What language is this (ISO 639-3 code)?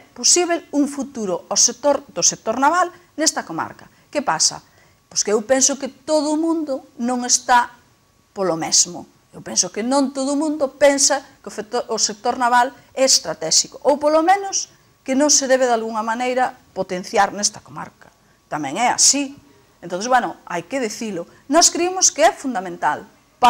glg